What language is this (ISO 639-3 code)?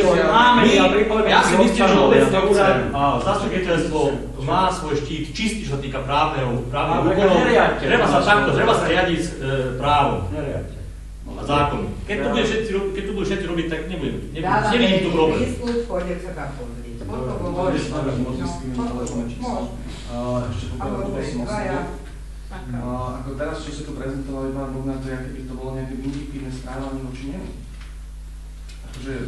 slk